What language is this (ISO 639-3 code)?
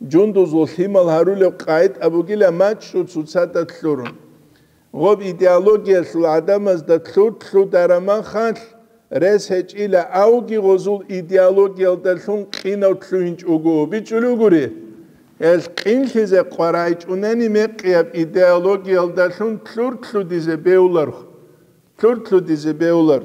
ava